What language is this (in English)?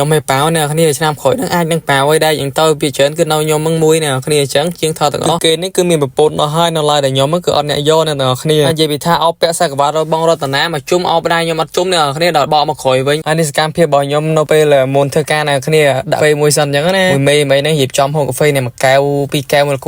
Khmer